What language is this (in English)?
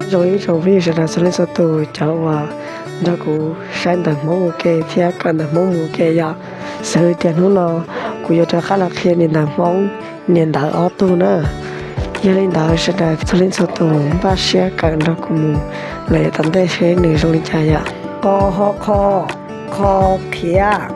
Hmong